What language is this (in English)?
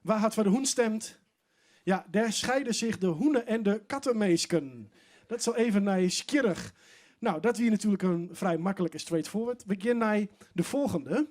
Western Frisian